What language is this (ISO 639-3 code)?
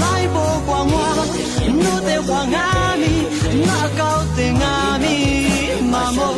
lis